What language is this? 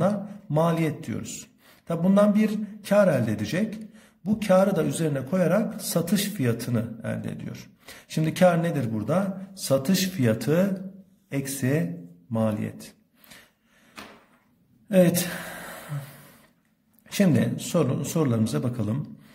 Turkish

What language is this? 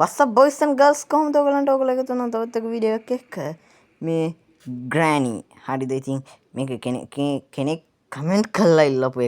Sinhala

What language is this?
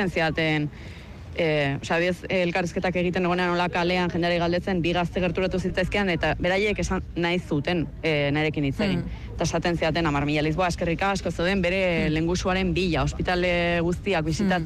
Basque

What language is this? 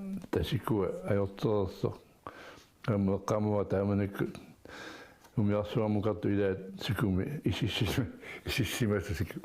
Kalaallisut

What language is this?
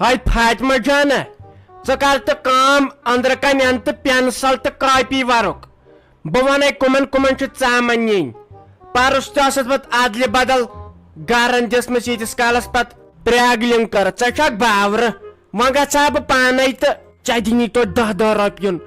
Kashmiri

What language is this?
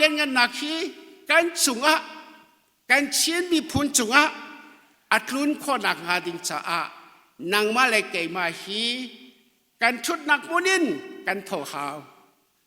Hakha Chin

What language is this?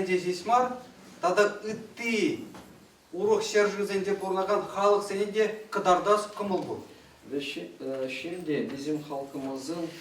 Chuvash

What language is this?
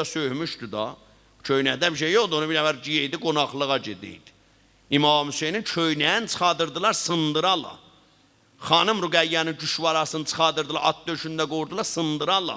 South Azerbaijani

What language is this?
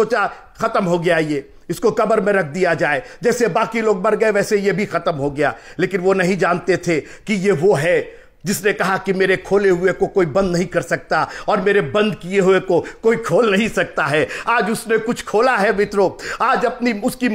Hindi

